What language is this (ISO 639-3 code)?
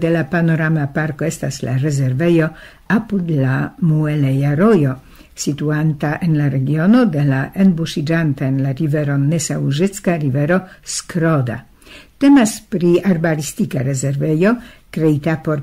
epo